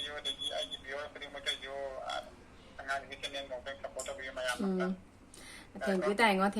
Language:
Manipuri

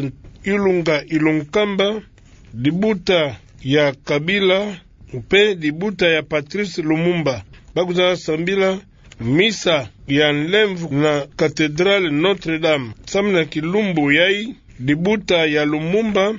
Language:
Kituba (Democratic Republic of Congo)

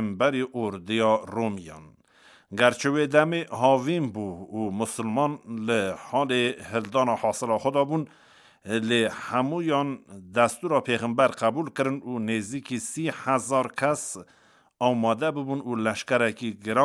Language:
Kurdish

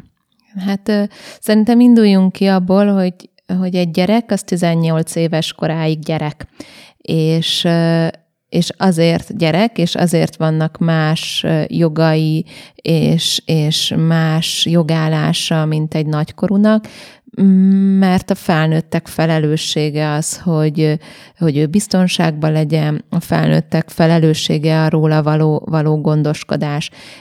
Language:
Hungarian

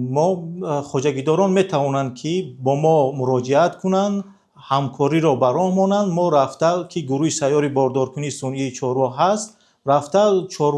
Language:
Tajik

